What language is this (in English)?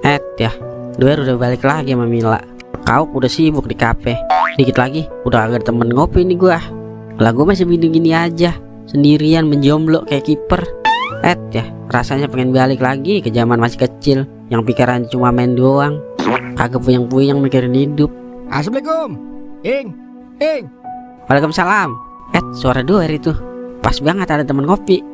Betawi